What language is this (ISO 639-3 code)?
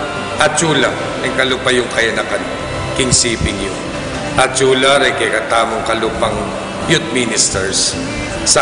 pam